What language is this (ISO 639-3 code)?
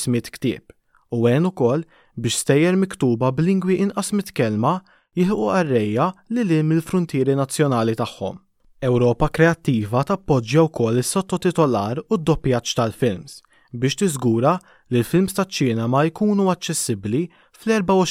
mlt